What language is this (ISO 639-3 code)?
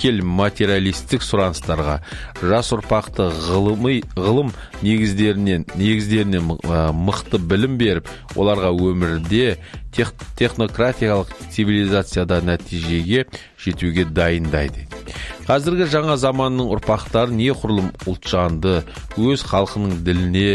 kaz